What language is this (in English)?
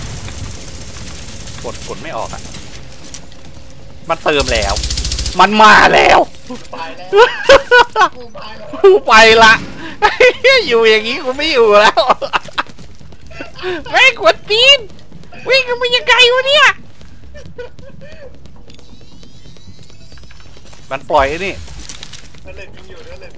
Thai